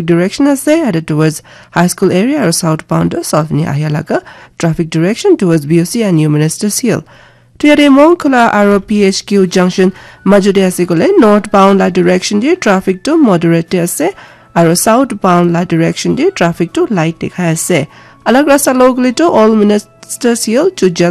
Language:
Naga Pidgin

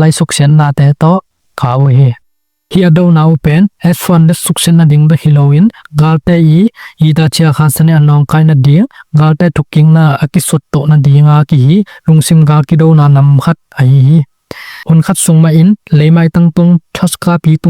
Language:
Tedim Chin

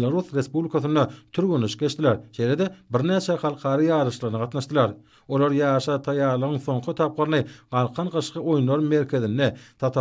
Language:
Turkmen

